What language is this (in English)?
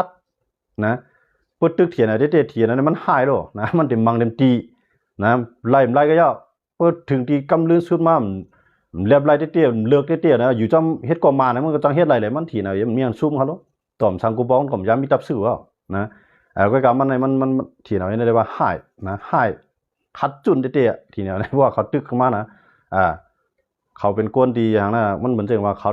Shan